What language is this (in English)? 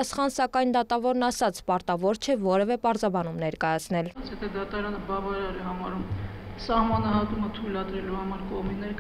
Armenian